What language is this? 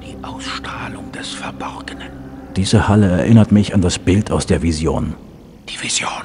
Bavarian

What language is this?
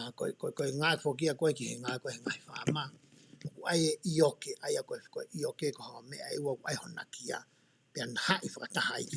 Tongan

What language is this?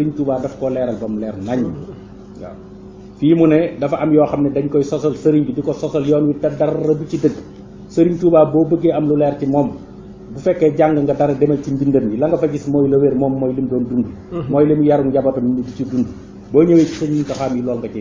Wolof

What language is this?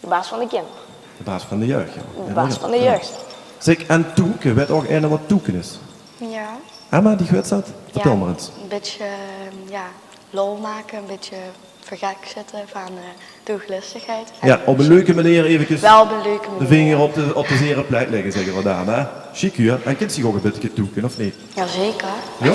Limburgish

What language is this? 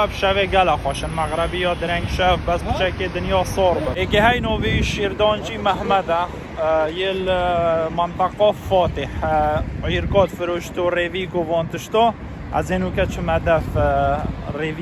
Kurdish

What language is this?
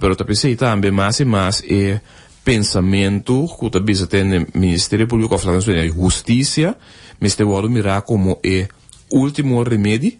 Papiamento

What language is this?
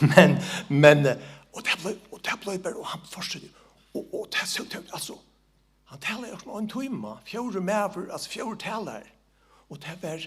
Faroese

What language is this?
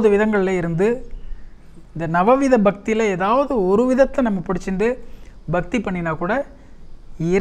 Tamil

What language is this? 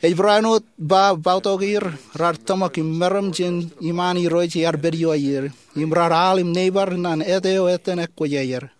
Marshallese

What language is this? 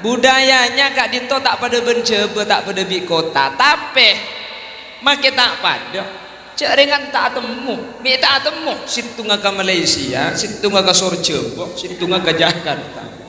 Madurese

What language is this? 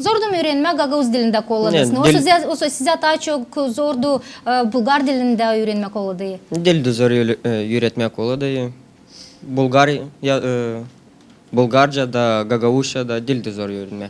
Gagauz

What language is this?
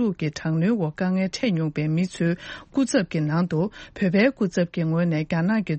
Tibetan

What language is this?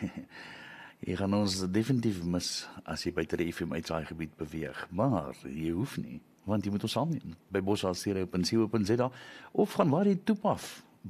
Afrikaans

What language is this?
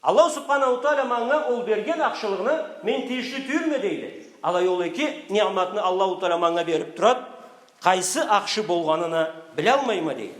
Karachay-Balkar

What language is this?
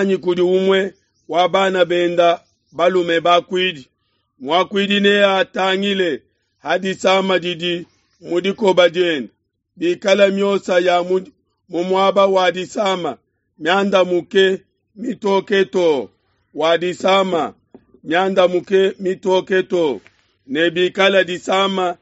Luba-Lulua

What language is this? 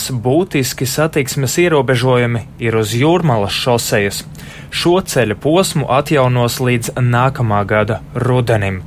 Latvian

